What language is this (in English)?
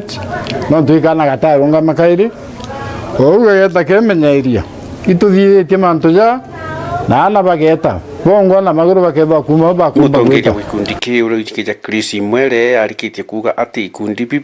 Meru